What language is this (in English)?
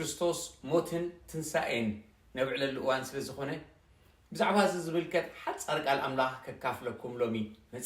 Tigrinya